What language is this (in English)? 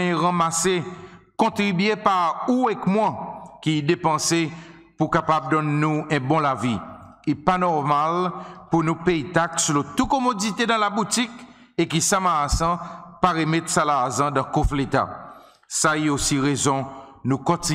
Seselwa Creole French